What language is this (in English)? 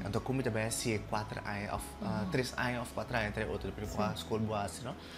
Papiamento